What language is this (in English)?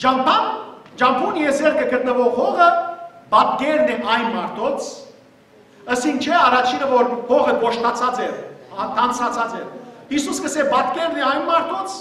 Western Armenian